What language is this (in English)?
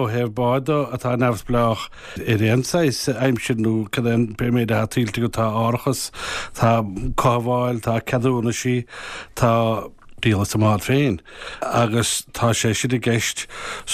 Irish